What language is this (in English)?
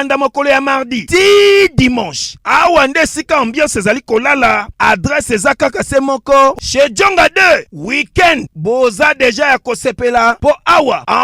Lingala